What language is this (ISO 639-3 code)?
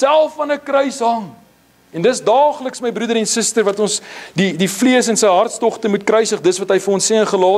afr